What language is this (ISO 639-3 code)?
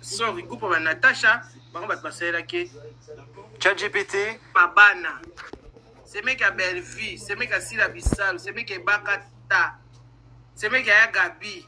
lin